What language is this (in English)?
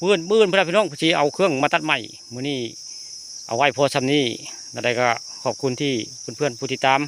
Northeastern Thai